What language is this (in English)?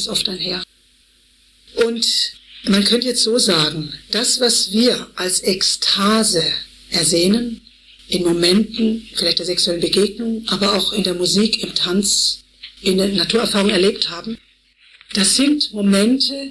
German